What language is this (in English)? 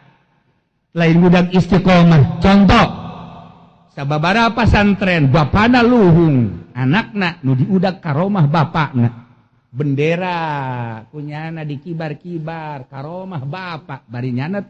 Sundanese